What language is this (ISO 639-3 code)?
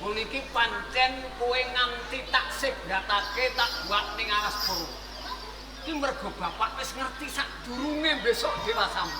jav